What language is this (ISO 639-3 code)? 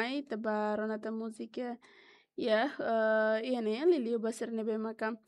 tet